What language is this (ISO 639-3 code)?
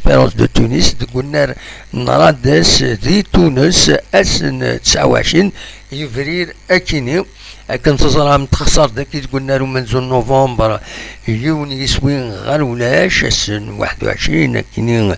kab